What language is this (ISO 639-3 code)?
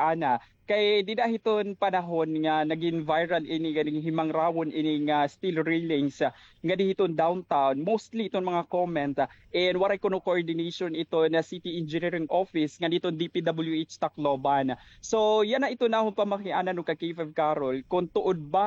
war